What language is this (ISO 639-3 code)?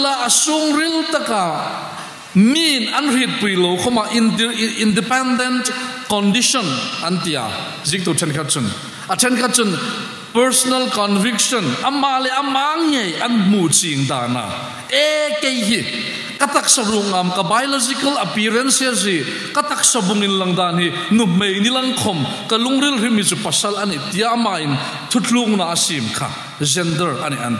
hmr